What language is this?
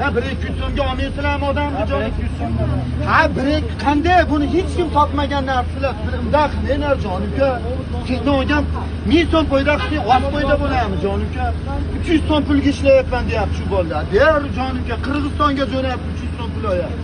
Uzbek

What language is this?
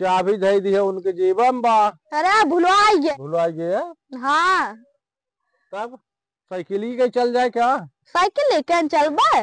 Awadhi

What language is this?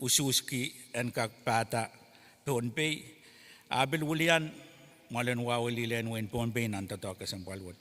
Pohnpeian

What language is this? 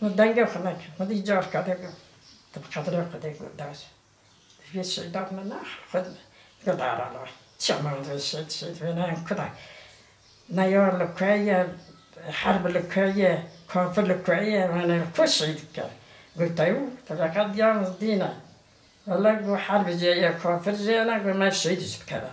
Kurdish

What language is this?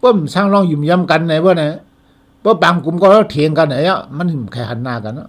Shan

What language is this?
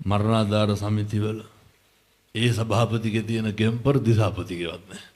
Sinhala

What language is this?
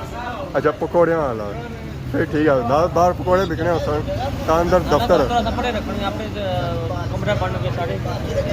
Pahari-Potwari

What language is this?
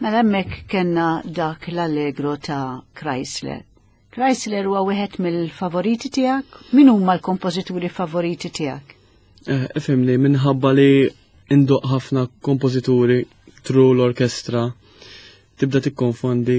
Maltese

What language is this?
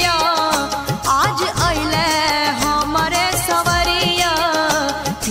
Bhojpuri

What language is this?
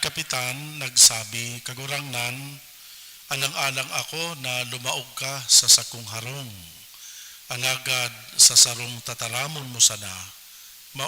Bikol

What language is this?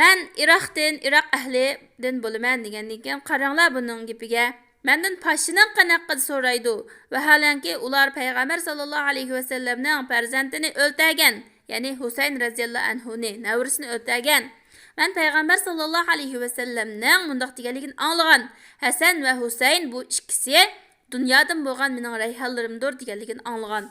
Uyghur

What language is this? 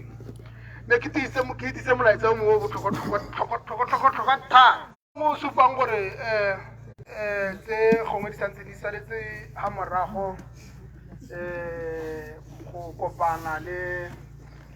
Tswana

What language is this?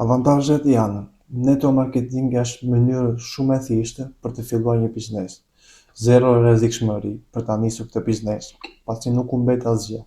Albanian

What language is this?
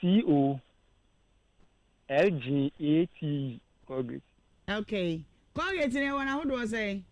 Akan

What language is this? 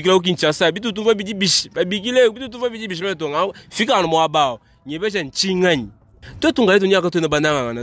Luba-Lulua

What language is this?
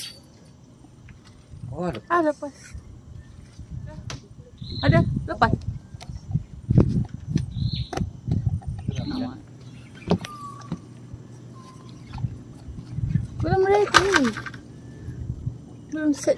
Malay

